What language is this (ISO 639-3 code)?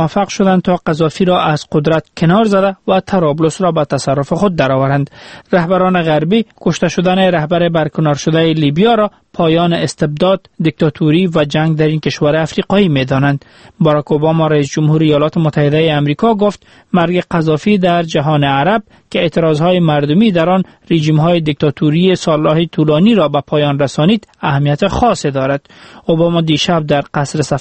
fas